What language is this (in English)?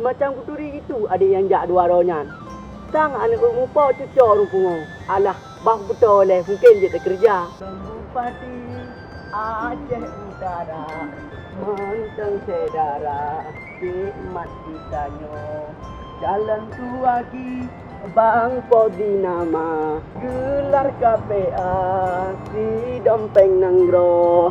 Achinese